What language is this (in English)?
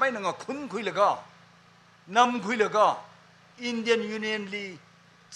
Tangkhul Naga (India)